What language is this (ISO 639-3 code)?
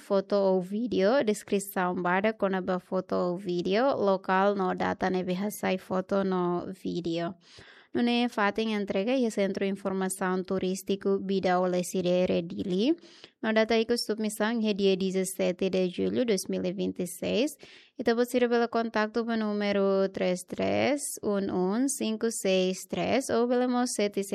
tet